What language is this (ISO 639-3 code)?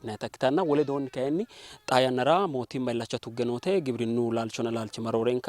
sid